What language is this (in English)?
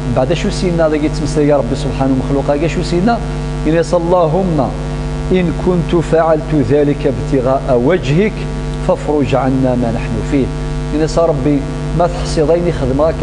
Kabyle